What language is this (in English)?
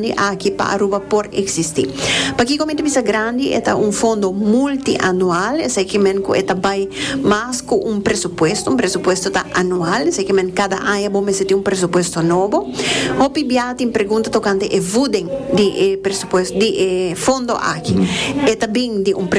Papiamento